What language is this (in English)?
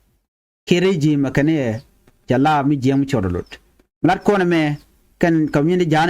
Nuer